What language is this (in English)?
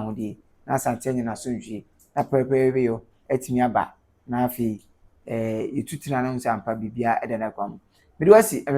Akan